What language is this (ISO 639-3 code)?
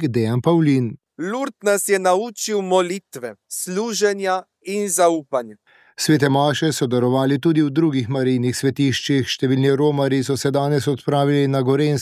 slv